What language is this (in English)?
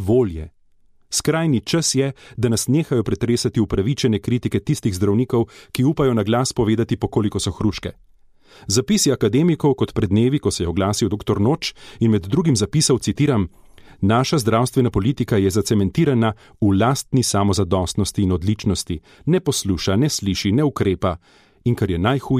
Slovenian